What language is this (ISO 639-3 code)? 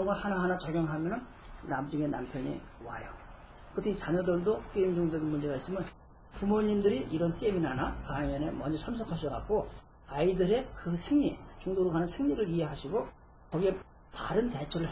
kor